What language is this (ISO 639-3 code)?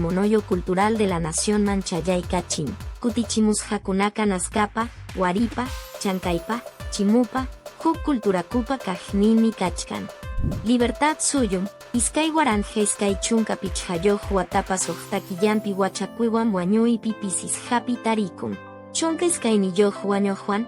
que